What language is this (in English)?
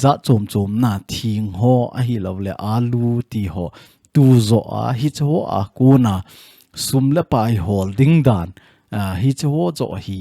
Thado Chin